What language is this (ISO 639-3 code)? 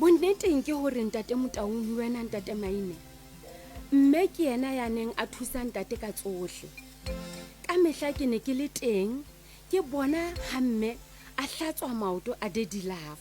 sot